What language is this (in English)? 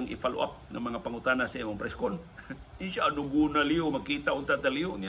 Cebuano